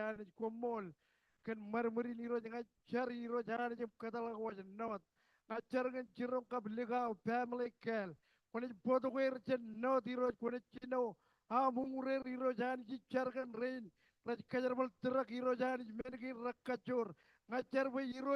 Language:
Marshallese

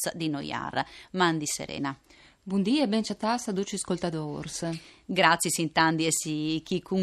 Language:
Friulian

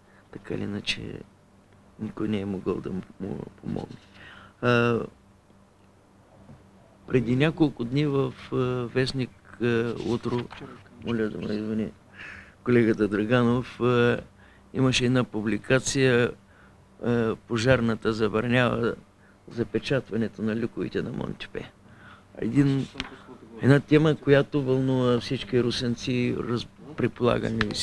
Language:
Bulgarian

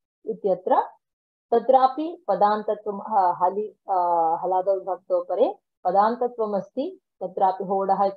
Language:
Sanskrit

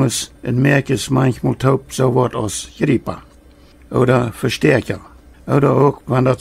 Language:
Plautdietsch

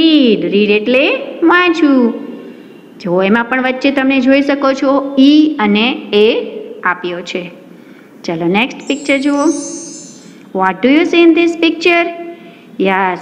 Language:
Gujarati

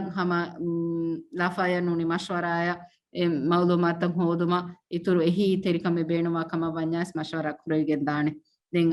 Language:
Divehi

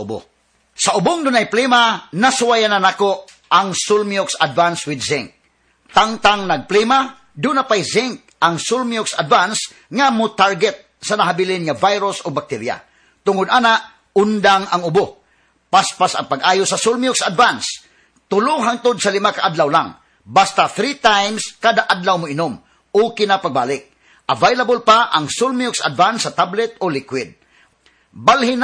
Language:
Cebuano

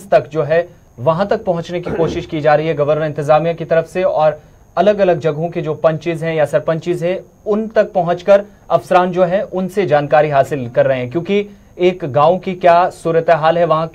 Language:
Hindi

